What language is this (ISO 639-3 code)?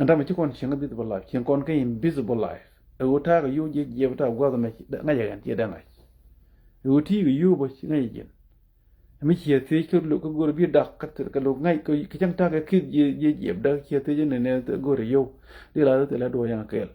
nus